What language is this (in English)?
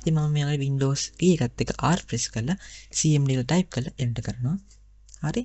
Sinhala